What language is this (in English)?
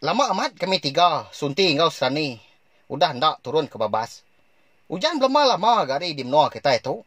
Iban